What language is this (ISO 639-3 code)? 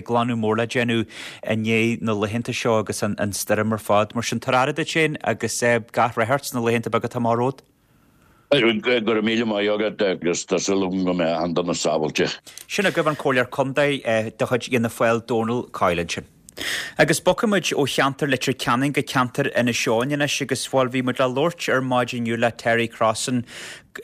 gle